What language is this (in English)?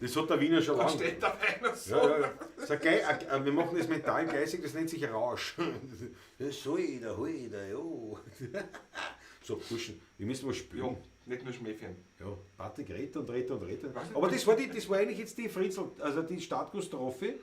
Bavarian